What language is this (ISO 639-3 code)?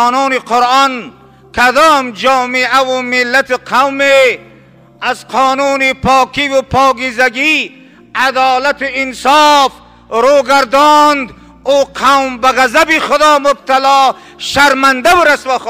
tgk